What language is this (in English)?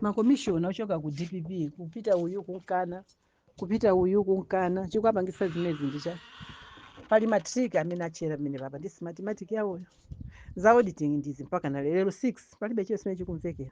Nyanja